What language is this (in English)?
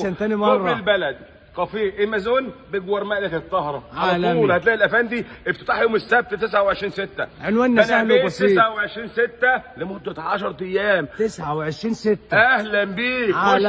Egyptian Arabic